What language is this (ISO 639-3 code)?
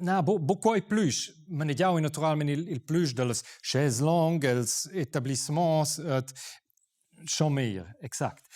roh